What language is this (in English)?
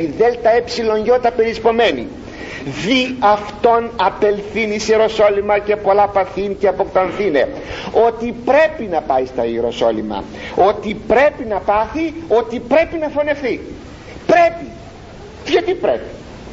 Greek